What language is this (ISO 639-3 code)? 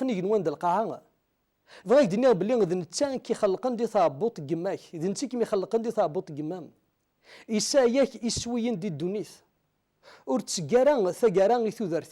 kab